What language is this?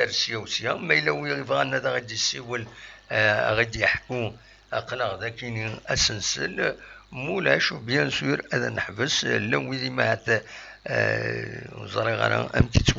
Kabyle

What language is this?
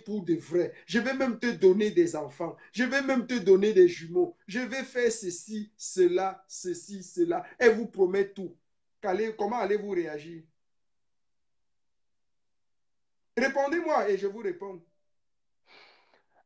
French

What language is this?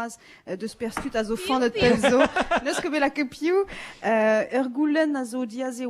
Breton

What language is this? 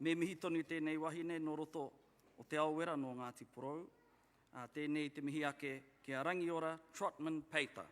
Māori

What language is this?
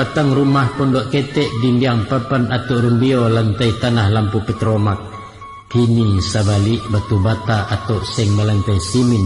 Minangkabau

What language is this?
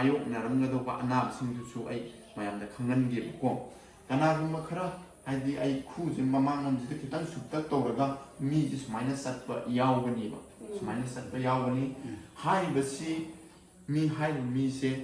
Manipuri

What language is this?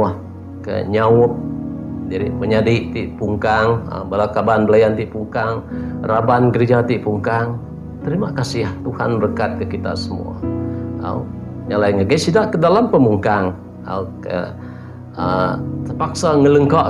Iban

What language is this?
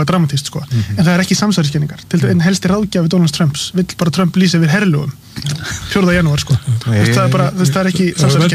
Icelandic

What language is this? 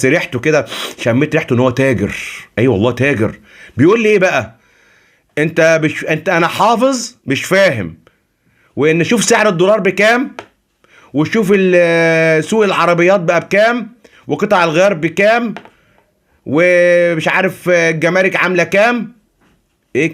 Egyptian Arabic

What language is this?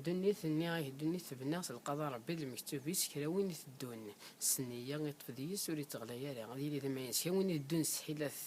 Kabyle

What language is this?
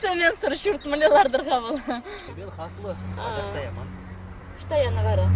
Chuvash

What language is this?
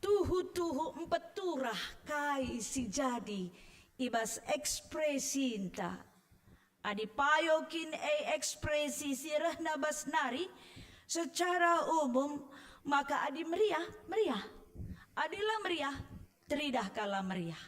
Batak Karo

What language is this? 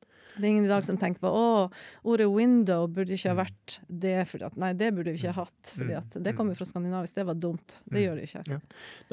Norwegian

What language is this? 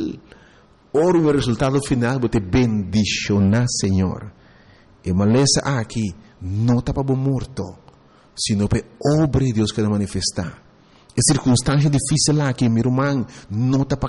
Papiamento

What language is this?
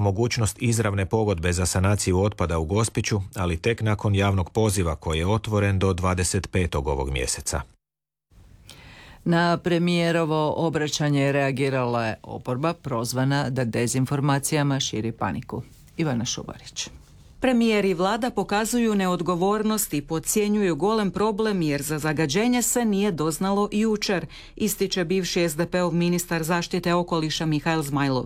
Croatian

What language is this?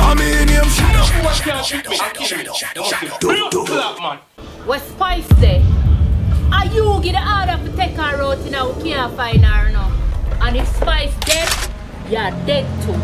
Jamaican Creole English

